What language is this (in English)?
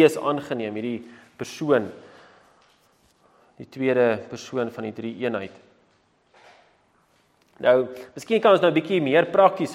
Afrikaans